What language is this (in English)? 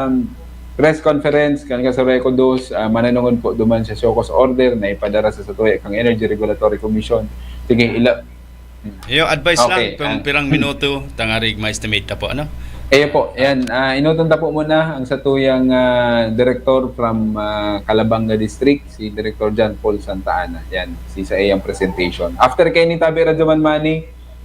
Bikol